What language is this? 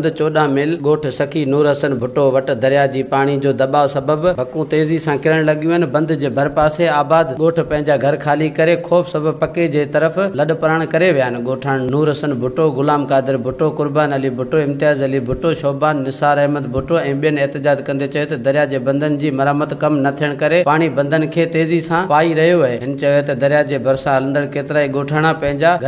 Sindhi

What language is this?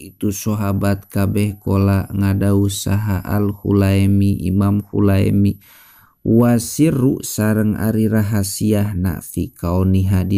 Sundanese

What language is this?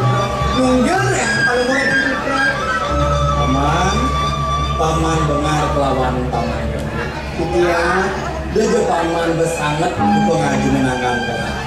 Balinese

